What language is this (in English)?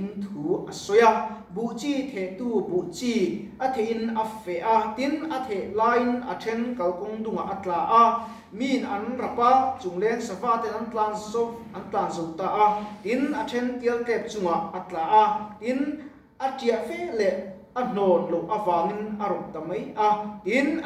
Mizo